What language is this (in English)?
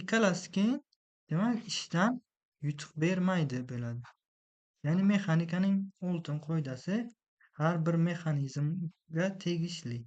Uzbek